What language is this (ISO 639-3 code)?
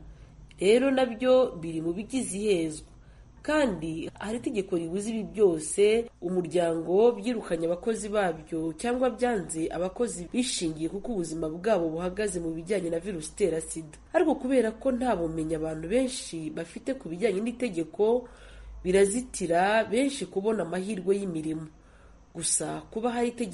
kin